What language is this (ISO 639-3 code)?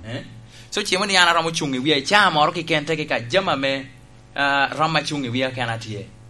laj